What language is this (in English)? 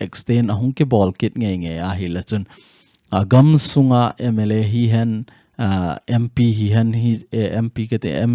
Thado Chin